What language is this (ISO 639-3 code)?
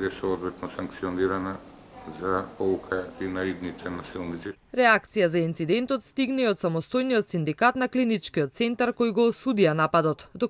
mkd